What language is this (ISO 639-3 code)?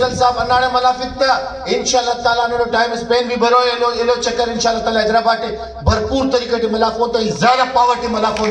brh